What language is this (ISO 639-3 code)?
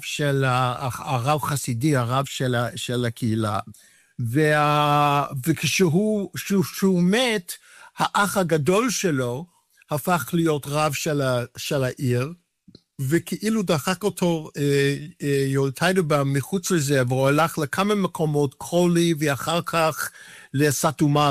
heb